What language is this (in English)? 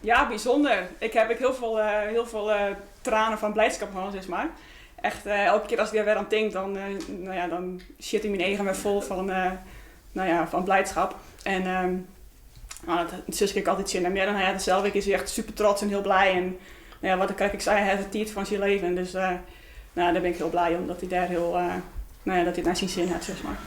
Western Frisian